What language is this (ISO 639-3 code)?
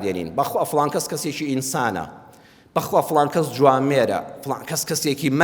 ckb